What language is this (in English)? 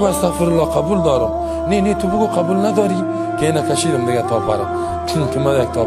Persian